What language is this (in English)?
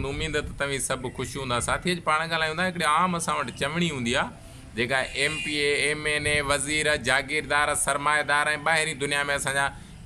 Sindhi